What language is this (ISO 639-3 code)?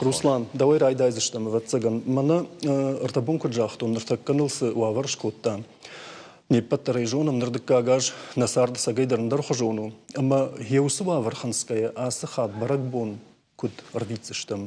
oss